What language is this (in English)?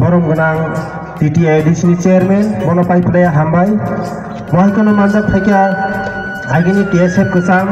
Kok Borok